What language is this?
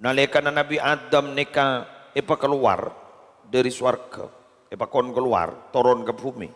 Madurese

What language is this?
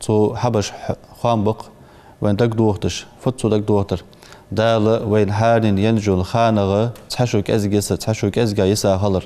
Ingush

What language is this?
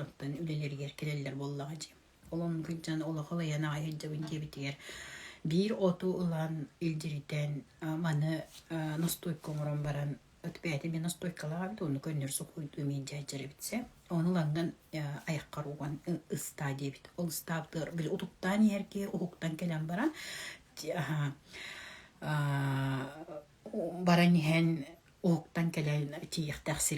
Yakut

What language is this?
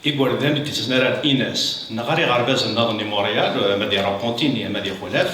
Kabyle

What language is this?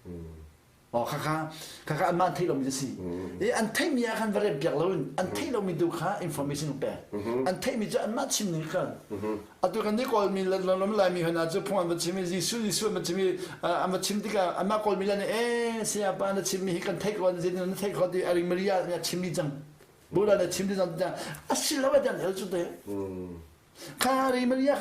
Hakha Chin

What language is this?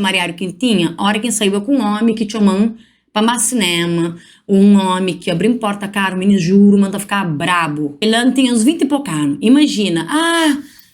Kabuverdianu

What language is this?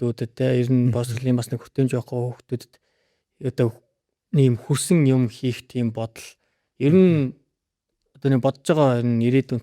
Mongolian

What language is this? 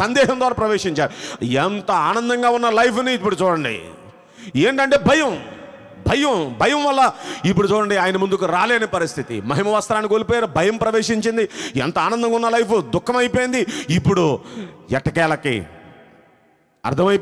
Telugu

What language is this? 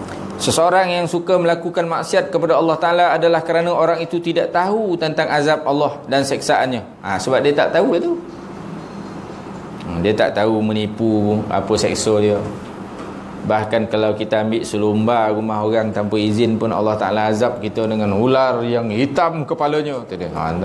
Malay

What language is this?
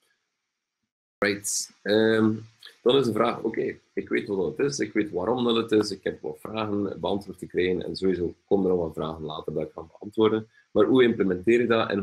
Dutch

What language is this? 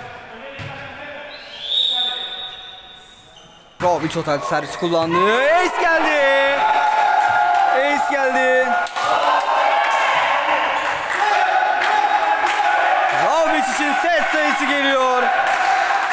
Turkish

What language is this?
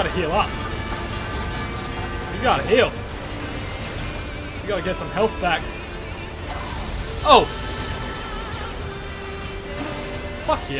English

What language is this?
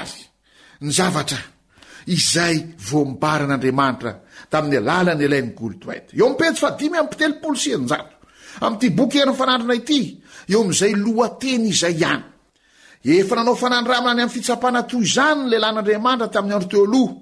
Malagasy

